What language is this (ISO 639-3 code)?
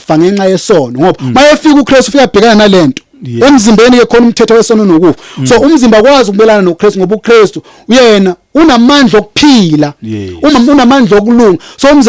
zul